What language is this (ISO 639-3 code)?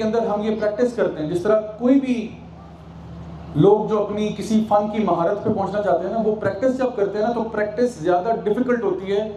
urd